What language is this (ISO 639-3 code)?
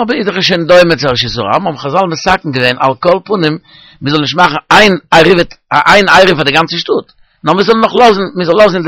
yid